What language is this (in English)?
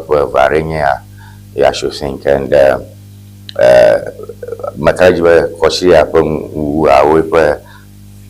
Ewe